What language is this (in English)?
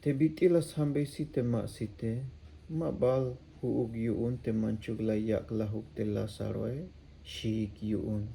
Tzeltal